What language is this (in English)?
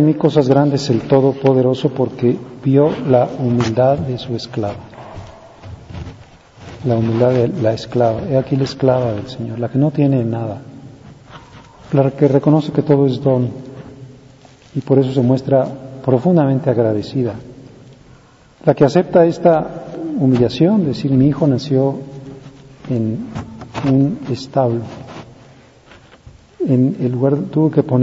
Spanish